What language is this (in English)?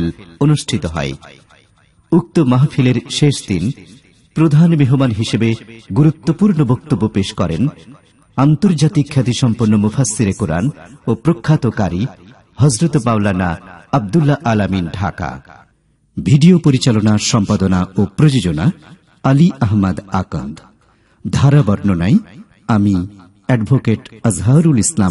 Bangla